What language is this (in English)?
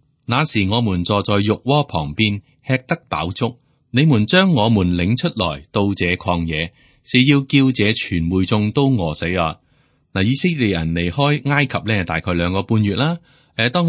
Cantonese